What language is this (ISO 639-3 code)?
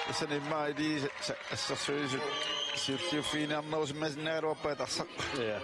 kal